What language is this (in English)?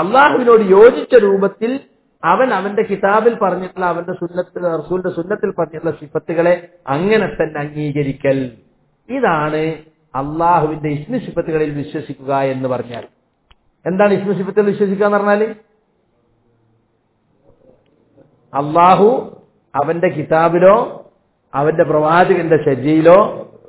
Malayalam